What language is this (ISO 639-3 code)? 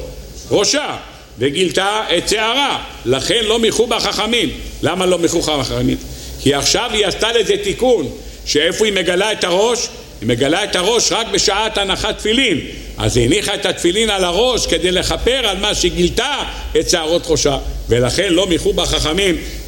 heb